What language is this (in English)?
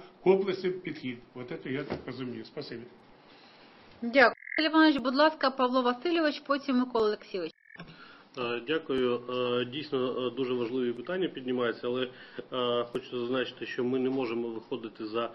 Ukrainian